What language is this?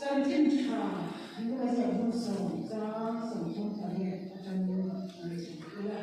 Mizo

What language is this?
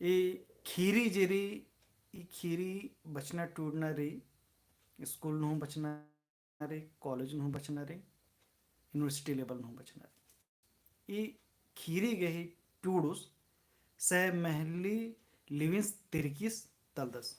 Kurukh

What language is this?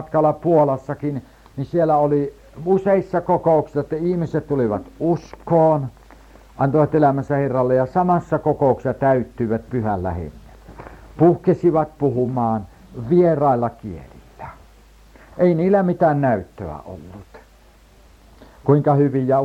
Finnish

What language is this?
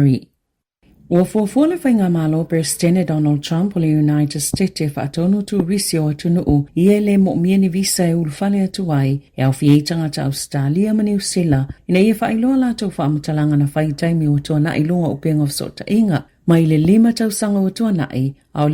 Samoan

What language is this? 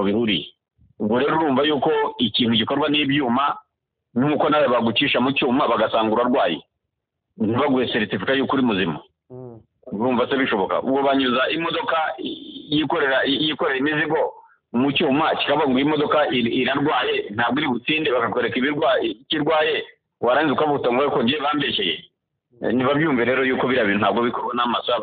Kinyarwanda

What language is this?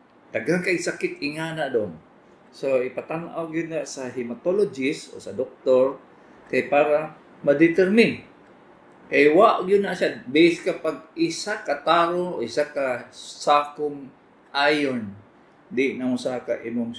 Cebuano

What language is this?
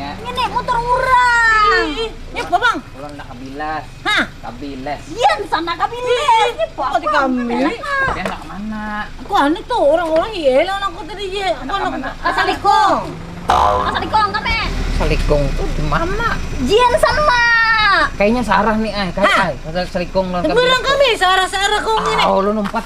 Banjar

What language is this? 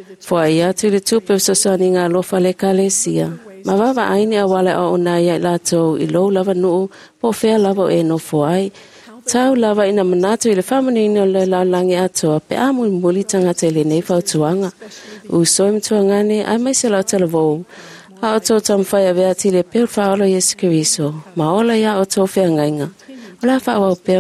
Samoan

